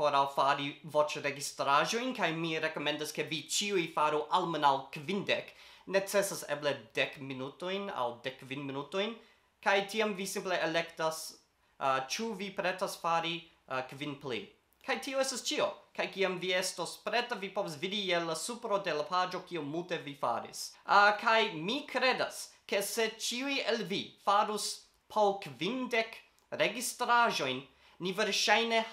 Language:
Esperanto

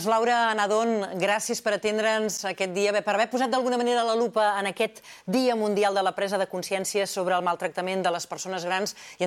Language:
Catalan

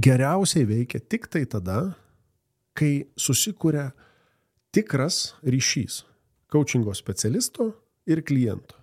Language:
Lithuanian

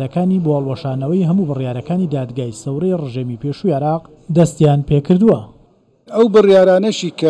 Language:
Central Kurdish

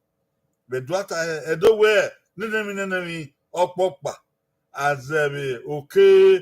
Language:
Bini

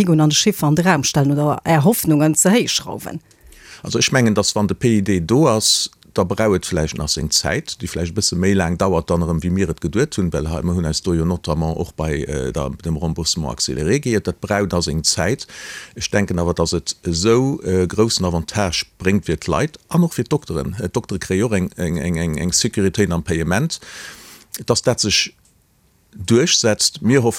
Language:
Luxembourgish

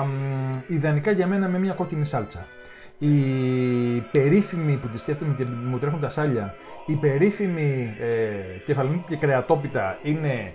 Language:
Greek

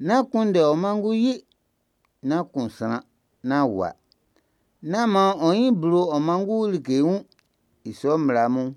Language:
Baoulé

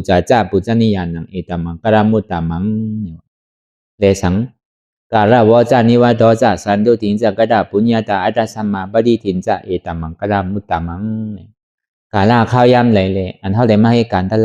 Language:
Shan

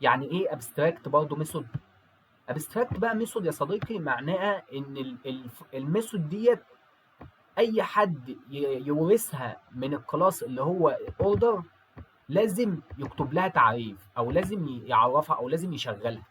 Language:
Egyptian Arabic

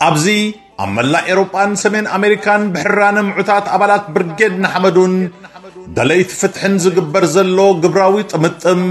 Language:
Tigrinya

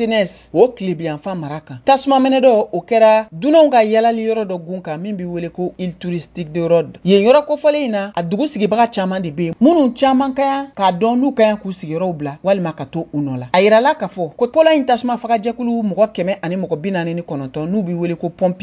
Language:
Bambara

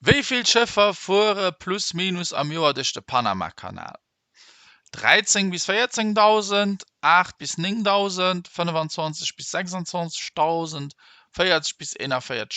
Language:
Luxembourgish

